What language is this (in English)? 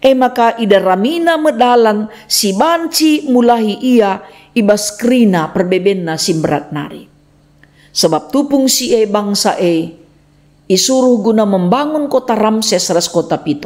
Batak Karo